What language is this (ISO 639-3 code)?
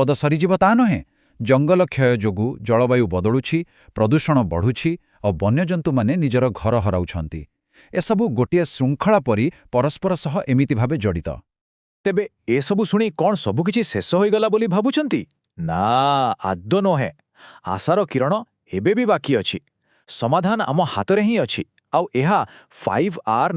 ori